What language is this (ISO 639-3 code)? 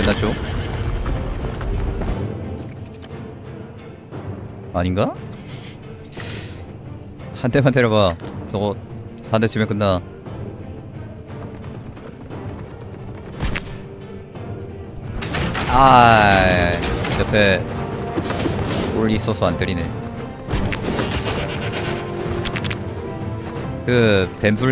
kor